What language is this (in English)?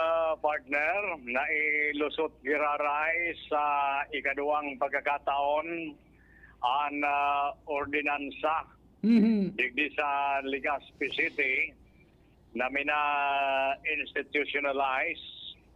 Bikol